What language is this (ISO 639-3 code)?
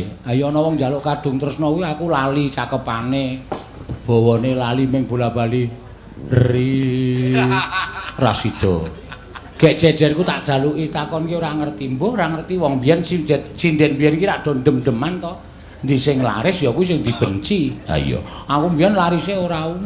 jav